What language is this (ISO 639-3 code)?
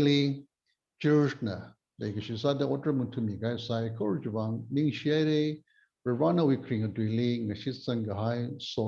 nmf